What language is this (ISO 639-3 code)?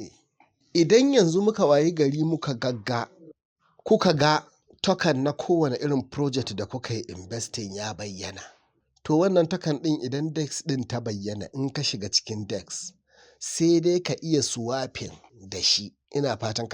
hau